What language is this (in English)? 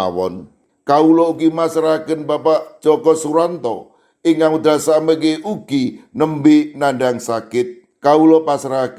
Javanese